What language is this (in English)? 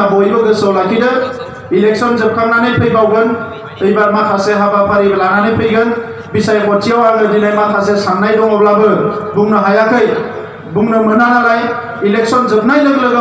Bodo